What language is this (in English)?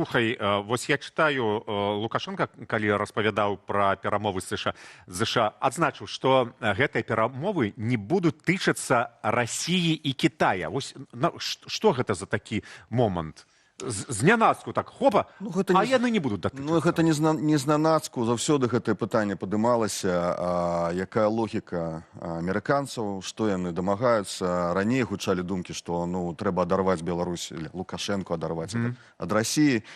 Belarusian